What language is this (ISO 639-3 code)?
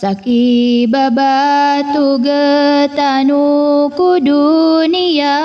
mrw